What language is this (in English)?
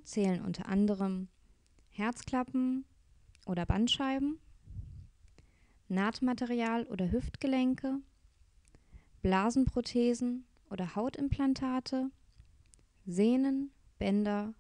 German